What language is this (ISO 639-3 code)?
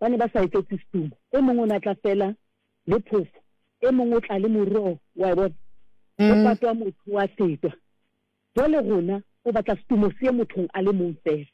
sot